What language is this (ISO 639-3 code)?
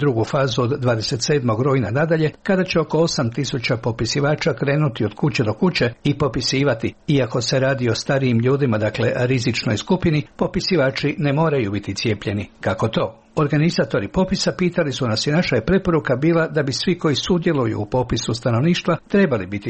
hrv